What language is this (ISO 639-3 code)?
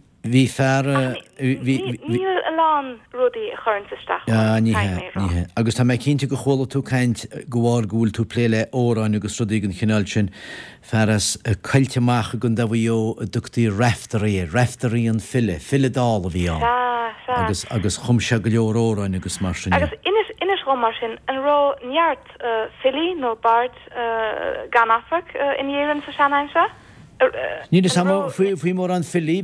gle